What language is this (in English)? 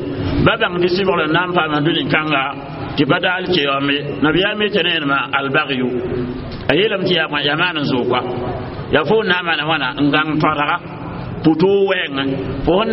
Mossi